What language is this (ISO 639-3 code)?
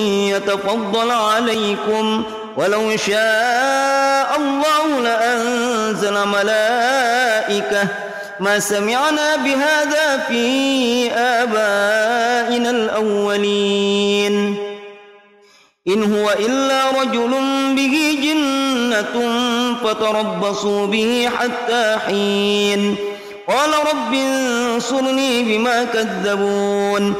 ara